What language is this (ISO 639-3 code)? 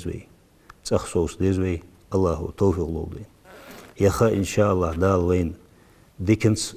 inh